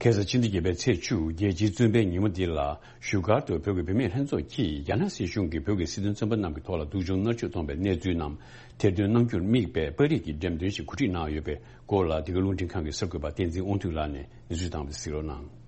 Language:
Tibetan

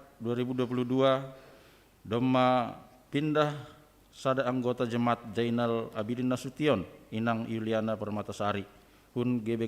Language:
Batak Simalungun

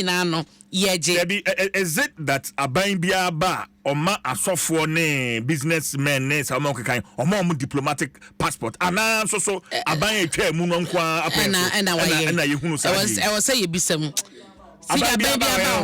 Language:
Akan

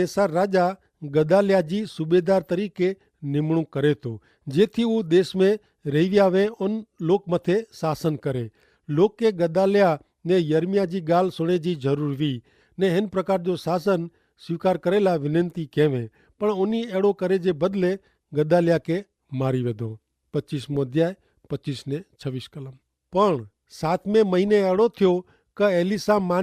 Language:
Kachhi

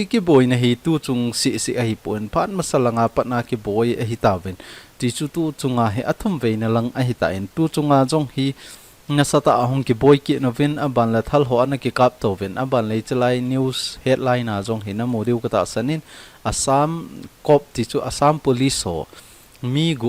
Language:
Thado Chin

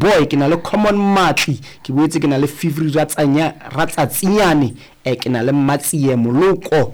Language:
Southern Sotho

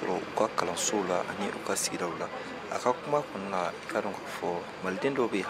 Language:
Bambara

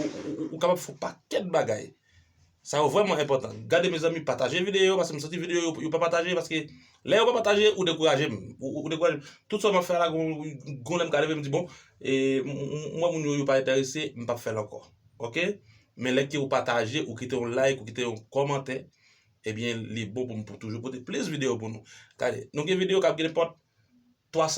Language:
Haitian Creole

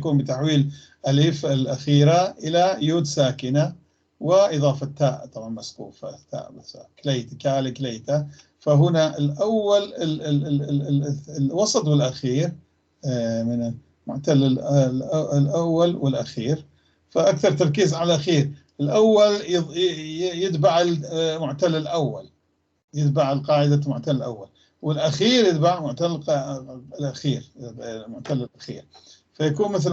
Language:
North Levantine Arabic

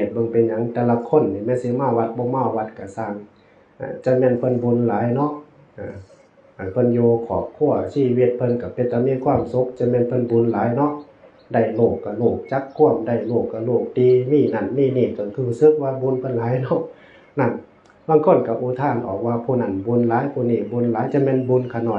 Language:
Northeastern Thai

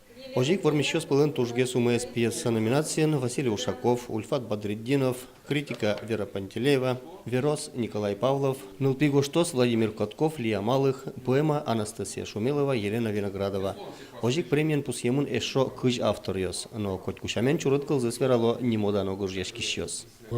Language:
Udmurt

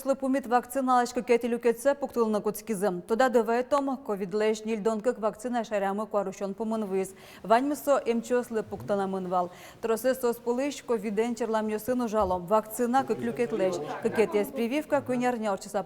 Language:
Udmurt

